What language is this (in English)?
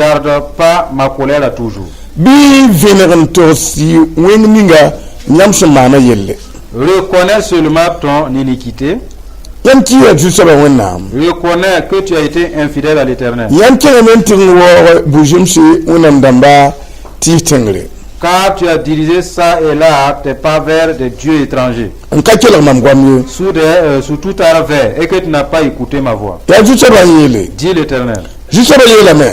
Mossi